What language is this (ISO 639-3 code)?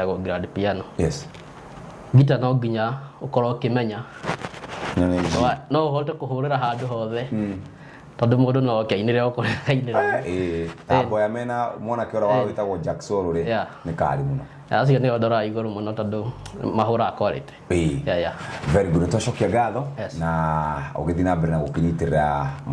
kik